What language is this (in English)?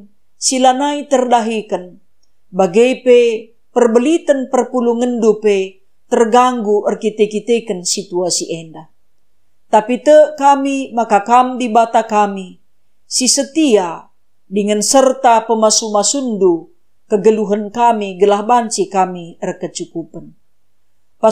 Batak Karo